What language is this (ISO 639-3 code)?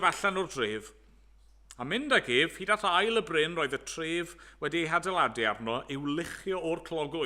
cym